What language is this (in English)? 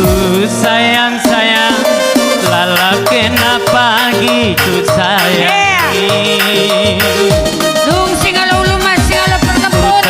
Batak Karo